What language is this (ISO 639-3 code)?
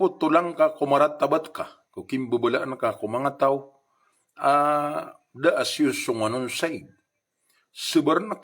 mrw